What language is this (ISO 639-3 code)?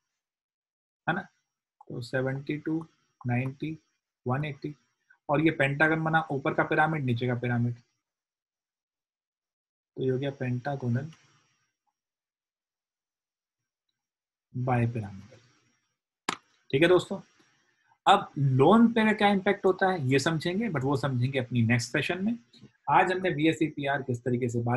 hin